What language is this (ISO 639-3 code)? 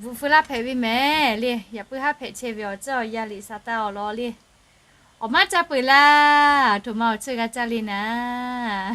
lhu